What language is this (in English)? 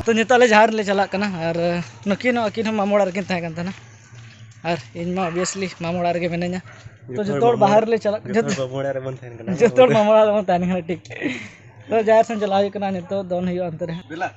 Santali